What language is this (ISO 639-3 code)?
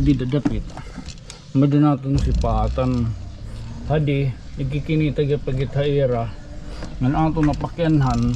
war